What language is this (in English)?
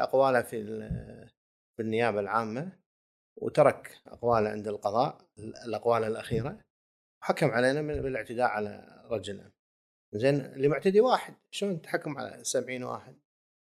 Gulf Arabic